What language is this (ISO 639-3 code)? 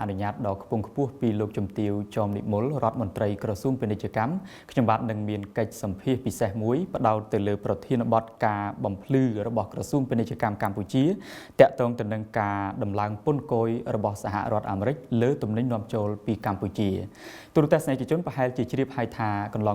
khm